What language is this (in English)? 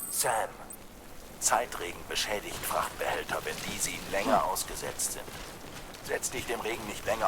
Swiss German